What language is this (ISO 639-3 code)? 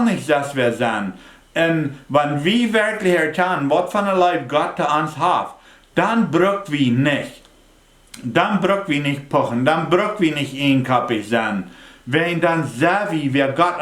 pdt